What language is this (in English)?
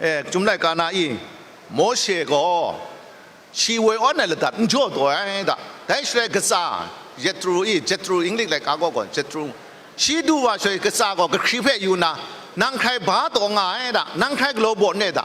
Kachin